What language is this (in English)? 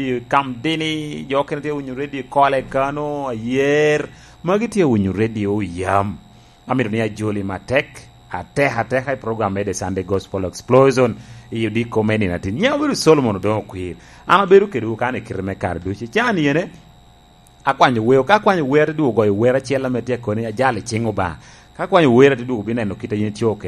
Lango (Uganda)